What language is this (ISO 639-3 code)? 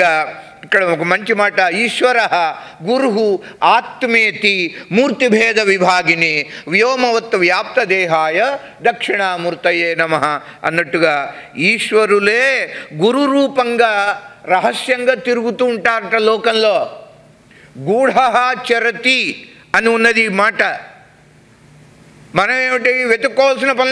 tel